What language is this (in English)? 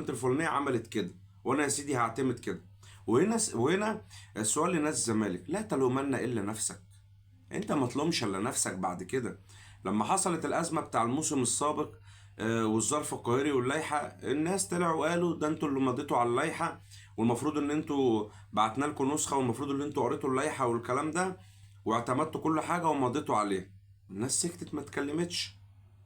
Egyptian Arabic